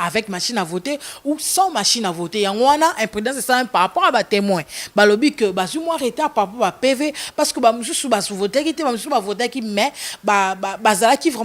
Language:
Lingala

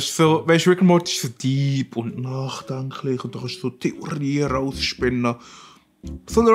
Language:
Swiss German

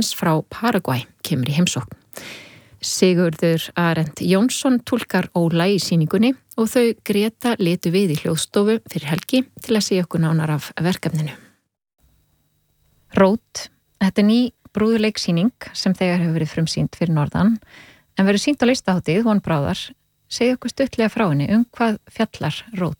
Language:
Icelandic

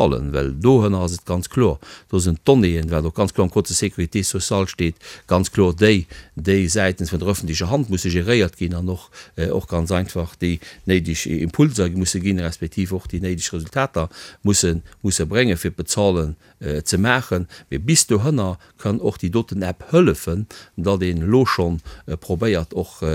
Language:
Luxembourgish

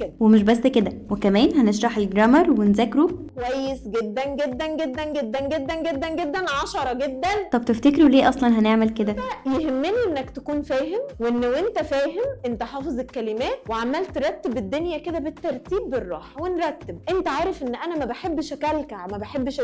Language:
Egyptian Arabic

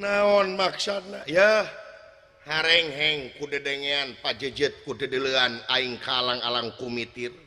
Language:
Sundanese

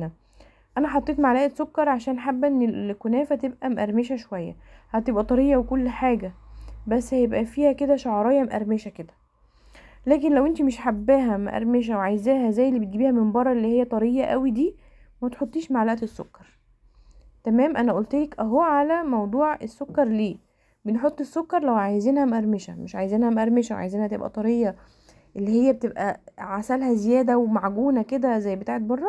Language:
Egyptian Arabic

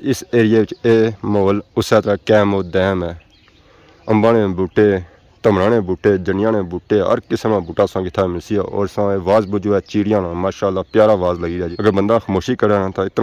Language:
Pahari-Potwari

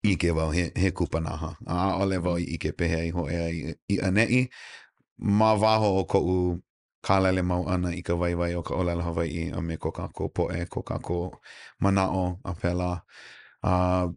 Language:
Hawaiian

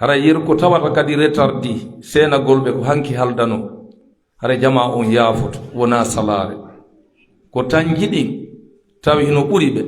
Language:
Pular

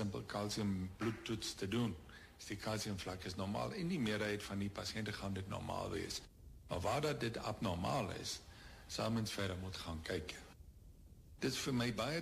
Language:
Afrikaans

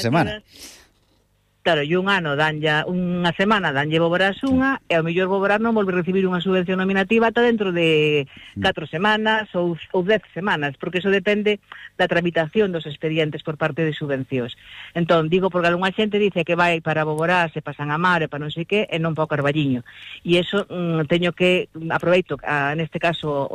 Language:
Galician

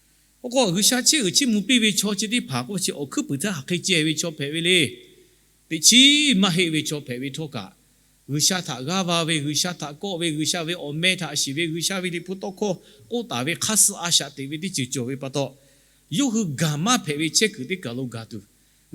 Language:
Lahu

